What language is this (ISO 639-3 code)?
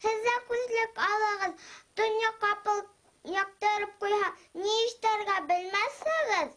bak